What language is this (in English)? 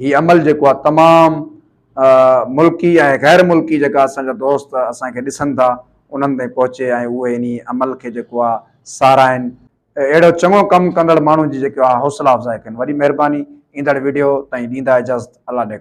Sindhi